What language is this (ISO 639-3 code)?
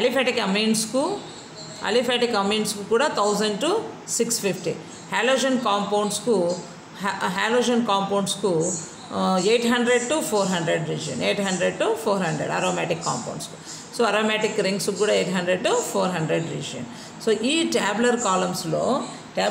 tel